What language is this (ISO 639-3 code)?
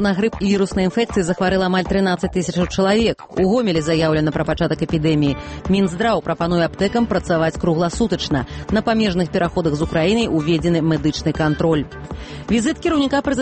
bel